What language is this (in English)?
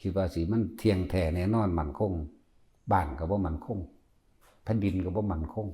Northeastern Thai